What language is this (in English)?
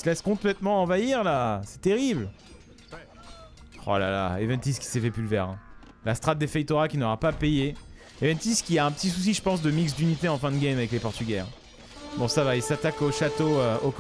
French